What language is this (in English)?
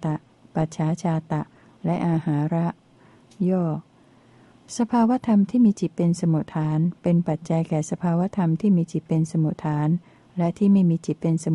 Thai